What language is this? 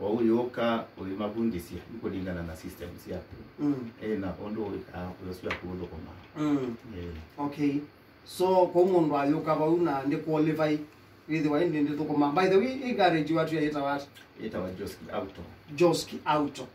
Kamba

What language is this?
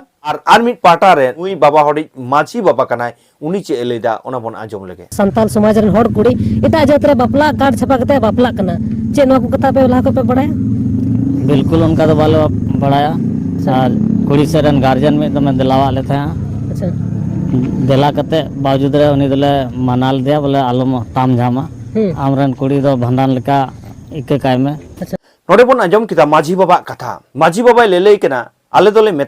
Santali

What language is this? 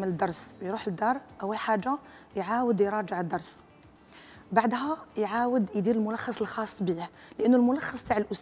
Algerian Arabic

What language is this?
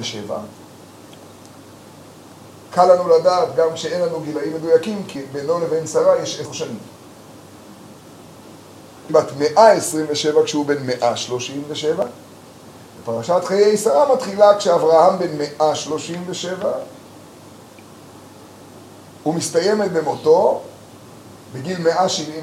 Hebrew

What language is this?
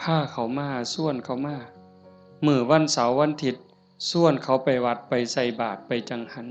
Northeastern Thai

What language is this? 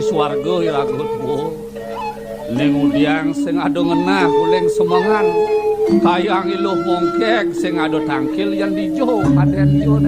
Balinese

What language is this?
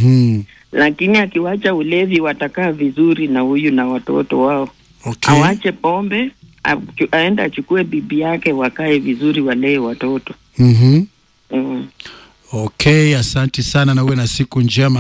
Swahili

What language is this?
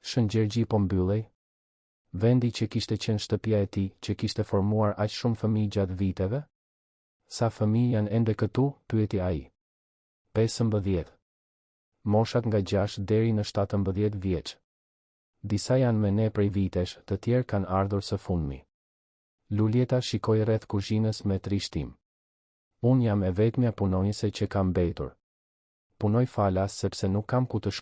Albanian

